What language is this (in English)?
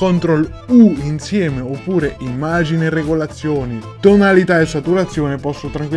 Italian